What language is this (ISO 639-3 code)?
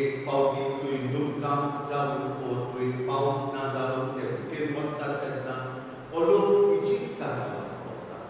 kok